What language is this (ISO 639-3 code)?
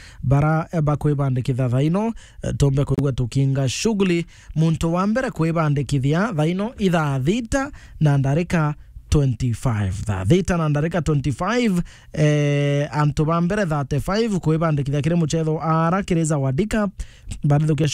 mer